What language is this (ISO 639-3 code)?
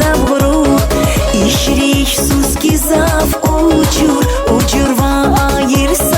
tab